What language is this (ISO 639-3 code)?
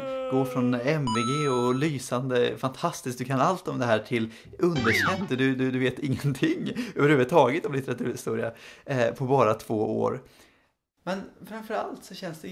swe